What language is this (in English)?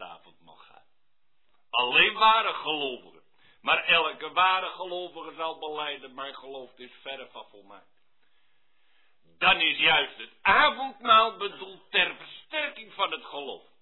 Dutch